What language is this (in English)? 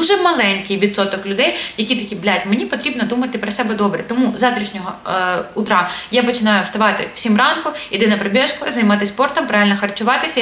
Ukrainian